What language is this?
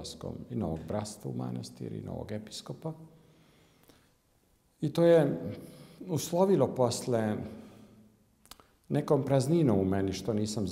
Serbian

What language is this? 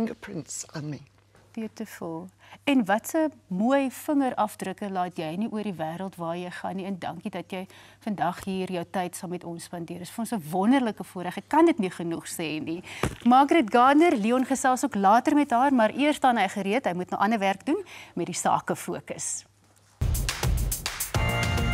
Afrikaans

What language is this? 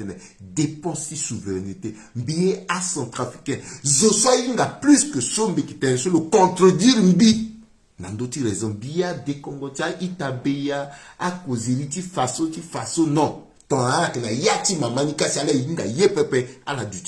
Sango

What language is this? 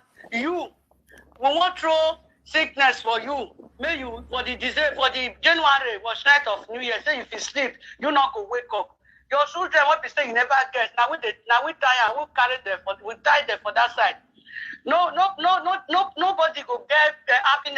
Nigerian Pidgin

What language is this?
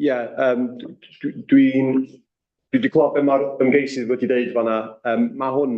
Welsh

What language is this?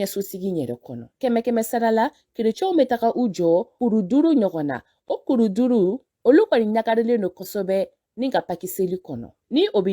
Bambara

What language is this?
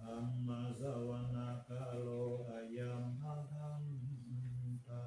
Pali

